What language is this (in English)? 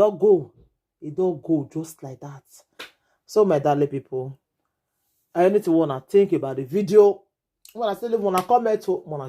Nigerian Pidgin